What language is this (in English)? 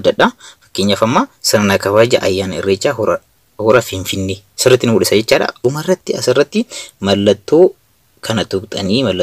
Oromo